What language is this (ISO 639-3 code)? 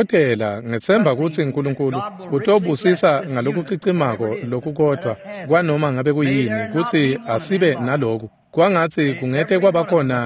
ssw